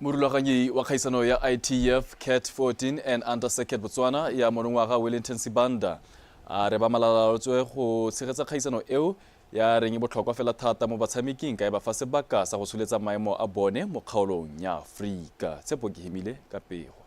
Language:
Tswana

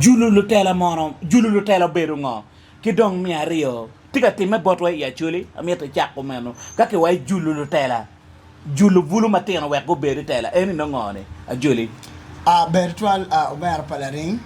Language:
Acoli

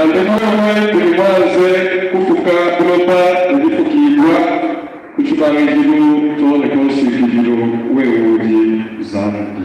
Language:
Luba-Lulua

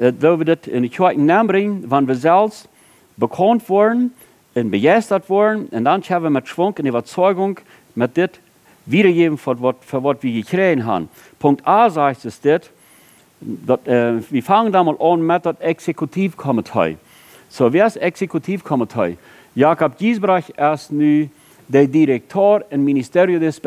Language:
Plautdietsch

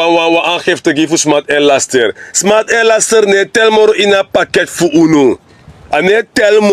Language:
Sranan Tongo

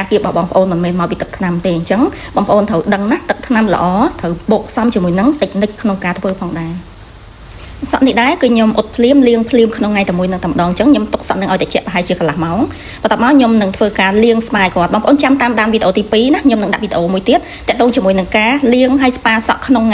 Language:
Khmer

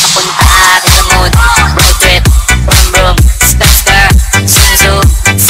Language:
English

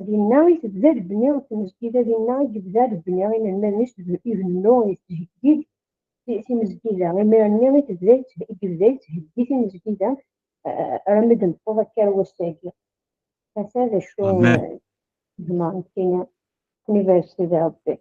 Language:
Kabyle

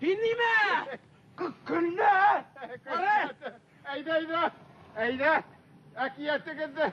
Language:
Bashkir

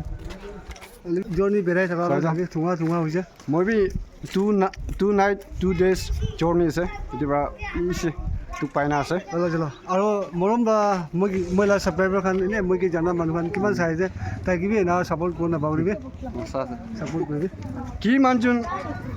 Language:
Naga Pidgin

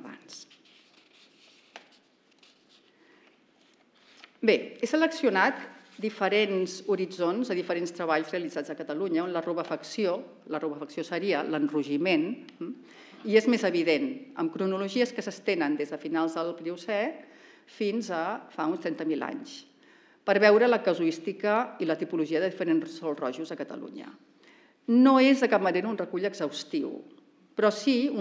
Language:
Catalan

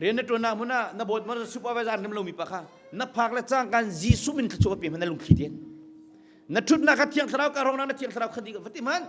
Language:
Hakha Chin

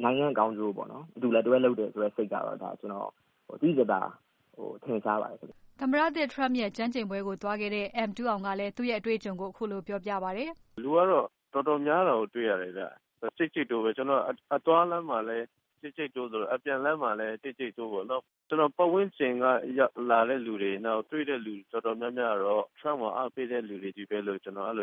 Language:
Burmese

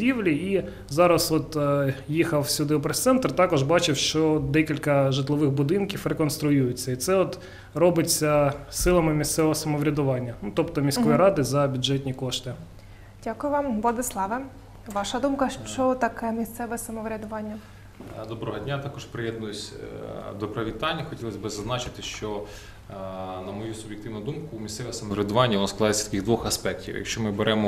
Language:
Ukrainian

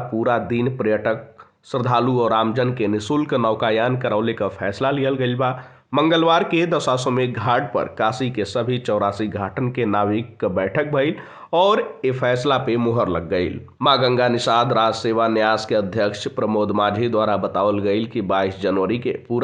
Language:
Bhojpuri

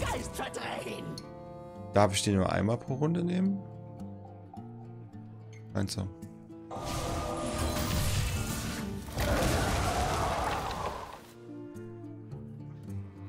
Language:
German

